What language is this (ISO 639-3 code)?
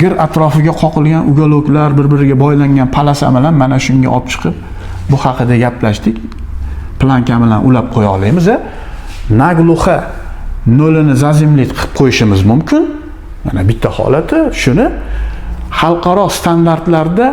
uzb